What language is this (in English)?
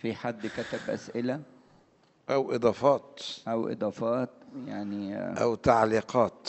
Egyptian Arabic